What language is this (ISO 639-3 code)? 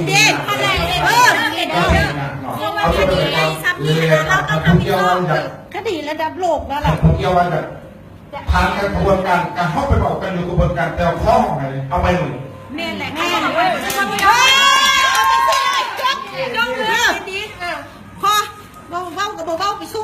lao